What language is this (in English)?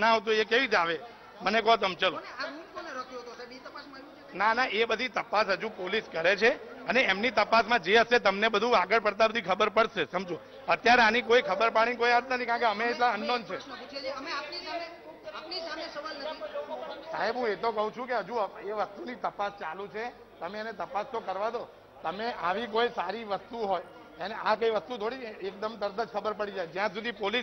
Gujarati